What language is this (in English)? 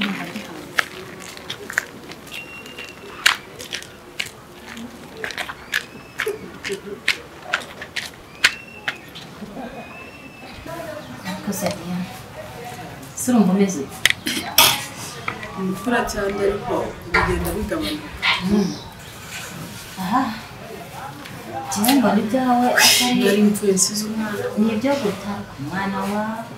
Kinyarwanda